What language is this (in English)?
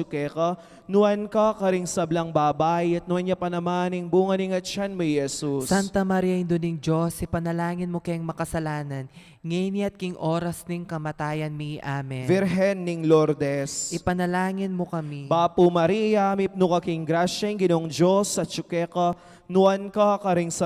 Pampanga